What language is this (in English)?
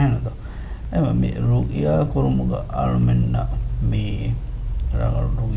Divehi